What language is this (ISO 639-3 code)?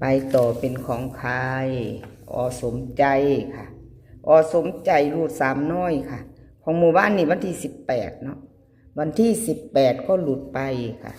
tts